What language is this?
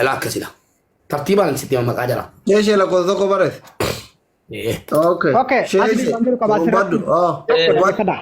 Oromo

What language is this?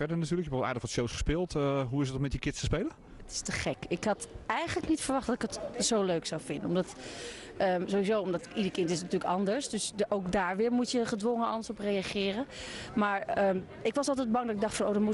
Dutch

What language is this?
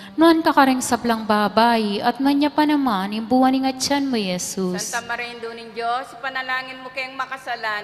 Pampanga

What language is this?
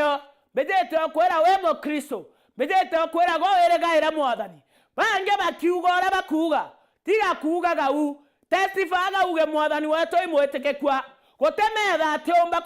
Meru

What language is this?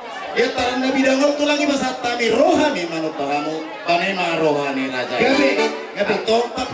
Batak Toba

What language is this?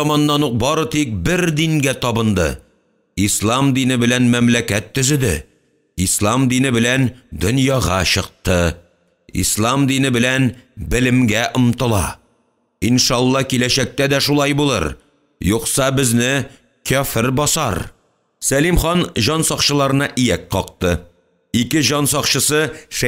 Tatar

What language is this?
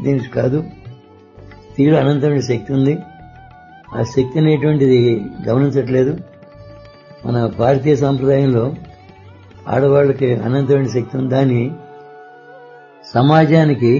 Telugu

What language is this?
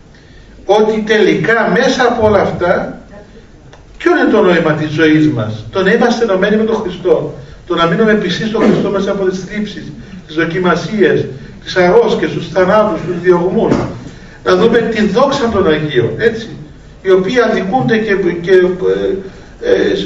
Greek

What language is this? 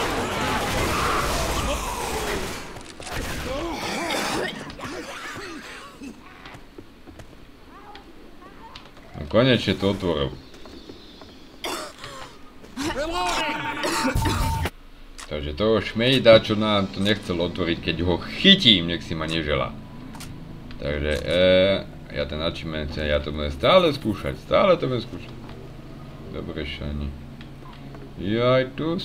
Slovak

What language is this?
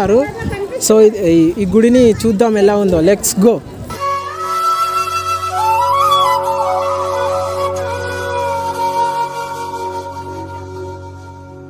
Telugu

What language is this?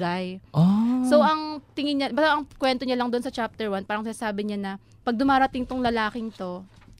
Filipino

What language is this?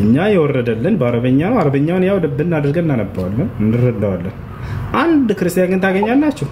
Amharic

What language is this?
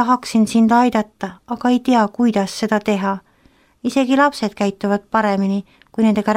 Estonian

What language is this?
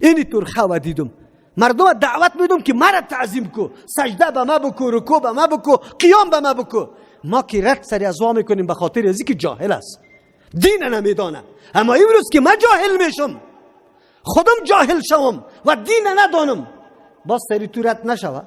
Persian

